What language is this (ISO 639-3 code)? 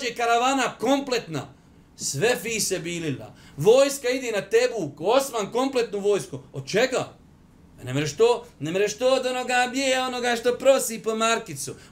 bos